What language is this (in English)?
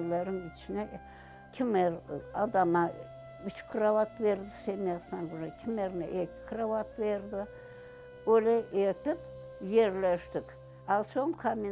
Crimean Tatar